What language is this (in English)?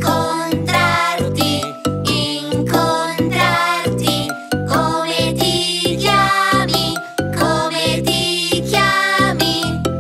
Italian